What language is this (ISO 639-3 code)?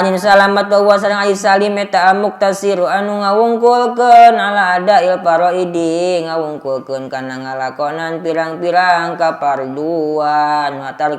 sun